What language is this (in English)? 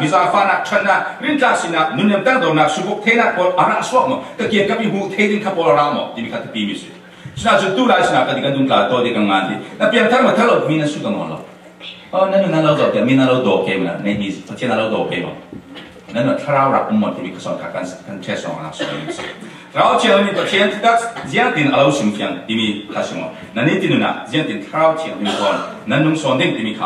Falam Chin